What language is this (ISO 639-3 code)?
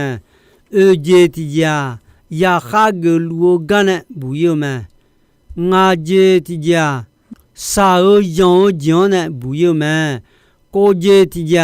ahk